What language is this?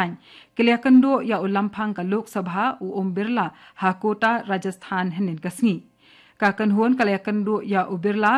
Khasi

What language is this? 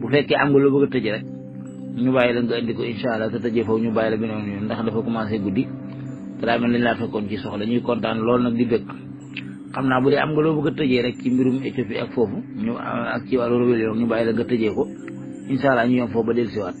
Wolof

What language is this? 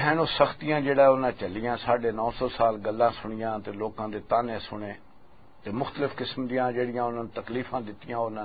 Western Panjabi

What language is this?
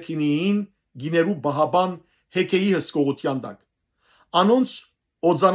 Western Armenian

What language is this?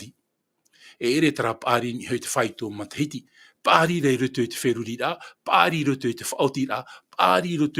Tahitian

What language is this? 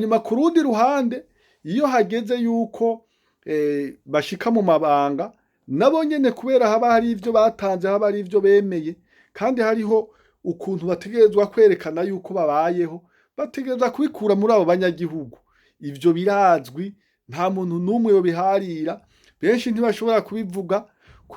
Rundi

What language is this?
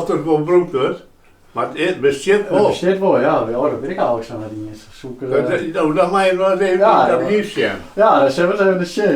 Western Frisian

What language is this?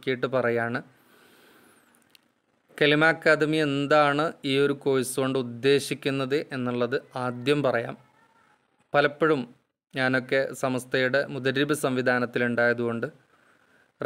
Malayalam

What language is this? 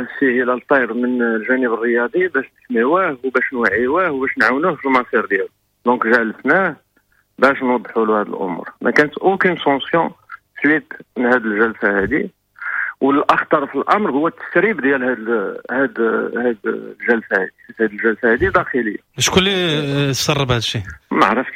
Moroccan Arabic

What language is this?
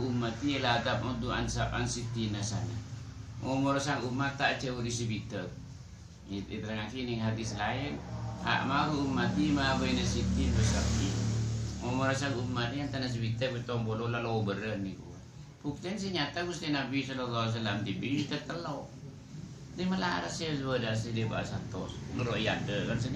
Madurese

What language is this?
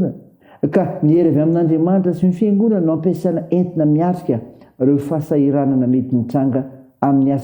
Malagasy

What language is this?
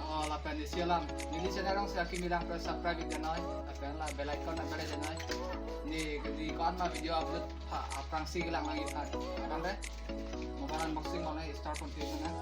Karbi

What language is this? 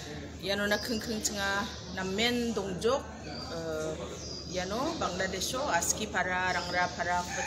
Garo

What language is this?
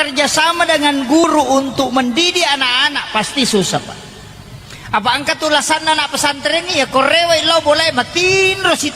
Buginese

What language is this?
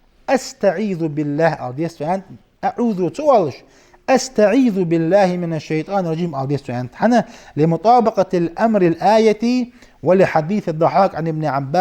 Ingush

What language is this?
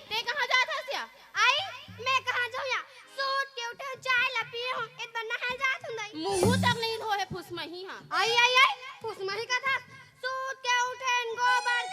Chhattisgarhi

